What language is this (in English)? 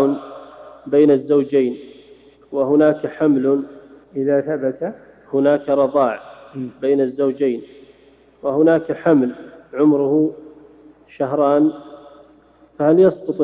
Arabic